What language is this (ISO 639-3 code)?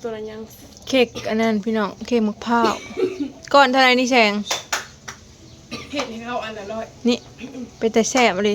tts